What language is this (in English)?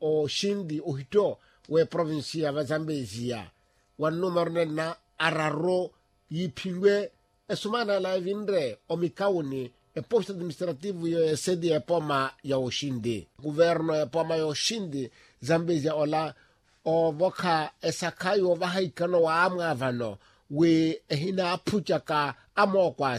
Makhuwa